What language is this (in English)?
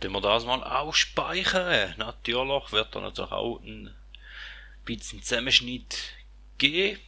Swiss German